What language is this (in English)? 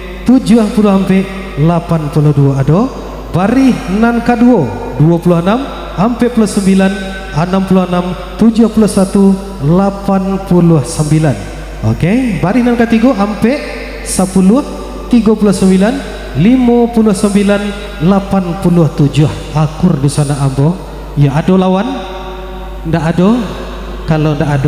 Minangkabau